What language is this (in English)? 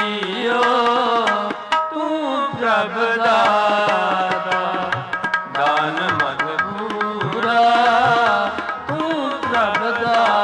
Punjabi